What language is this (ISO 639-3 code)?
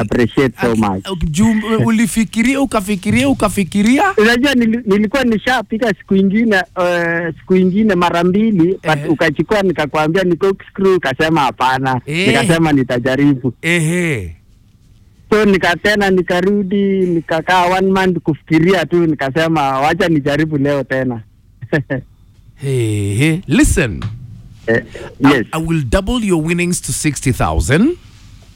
swa